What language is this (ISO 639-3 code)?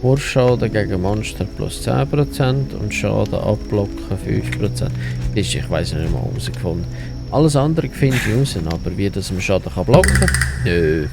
gsw